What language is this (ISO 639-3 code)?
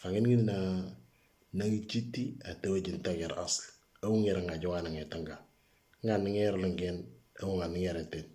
mor